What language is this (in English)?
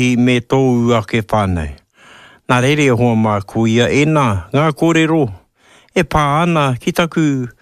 Māori